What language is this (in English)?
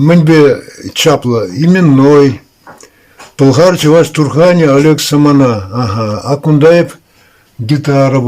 Chuvash